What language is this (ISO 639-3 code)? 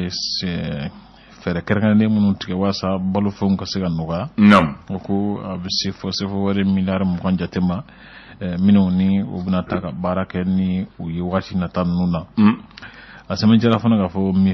bam